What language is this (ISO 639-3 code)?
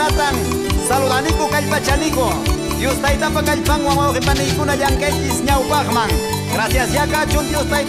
que